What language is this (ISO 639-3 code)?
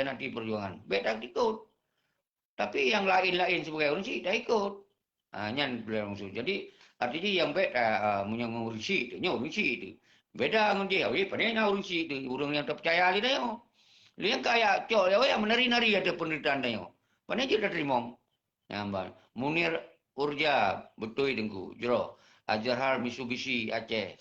ace